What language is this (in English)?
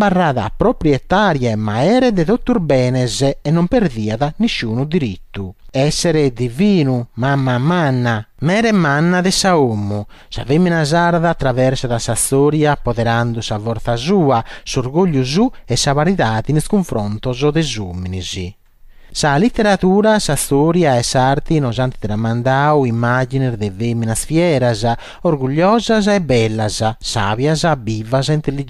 Sardinian